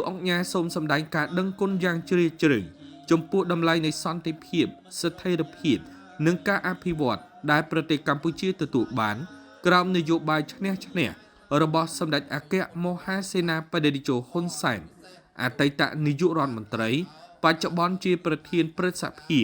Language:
Khmer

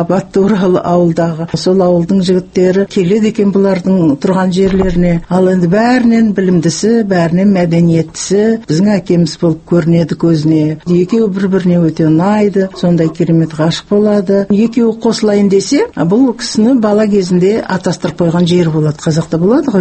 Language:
Kazakh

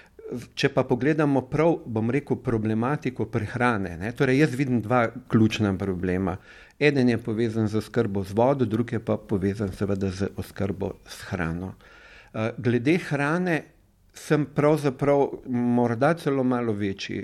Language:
Slovenian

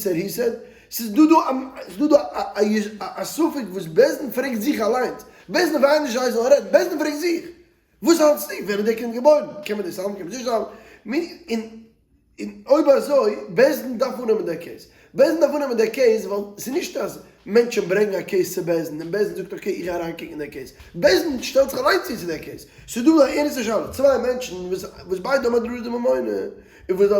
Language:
Yiddish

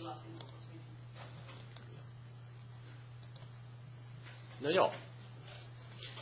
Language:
Finnish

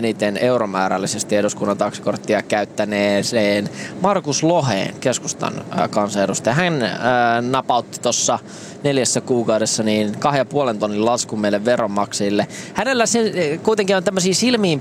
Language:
Finnish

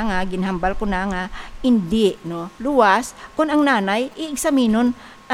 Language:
Hiligaynon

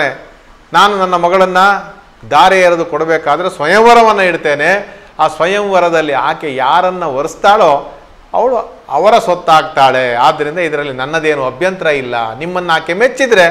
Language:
Kannada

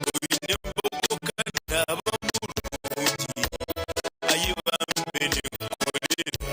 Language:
Nyankole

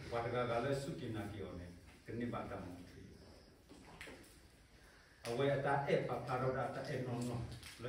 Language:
S'gaw Karen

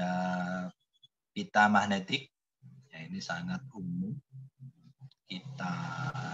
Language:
Indonesian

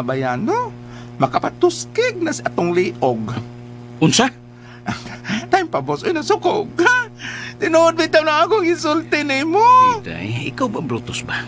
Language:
Cebuano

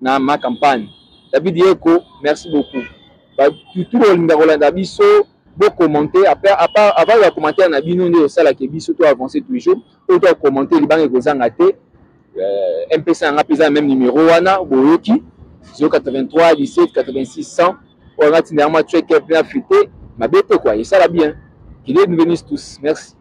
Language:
Lingala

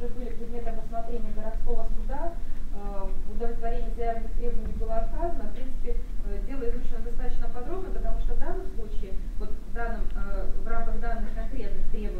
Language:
Russian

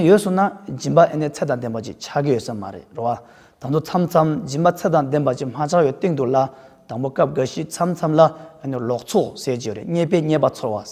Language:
Tibetan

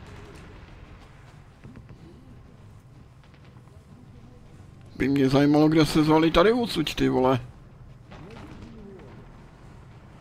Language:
Czech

